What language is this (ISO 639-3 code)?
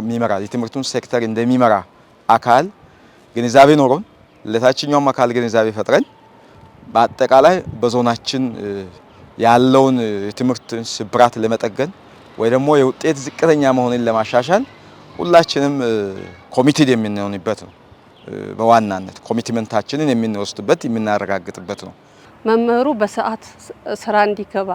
amh